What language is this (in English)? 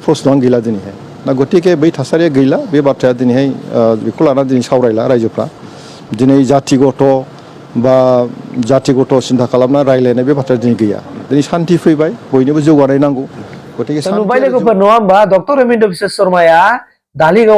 Bodo